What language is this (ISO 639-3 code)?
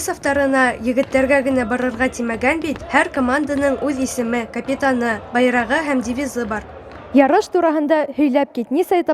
bak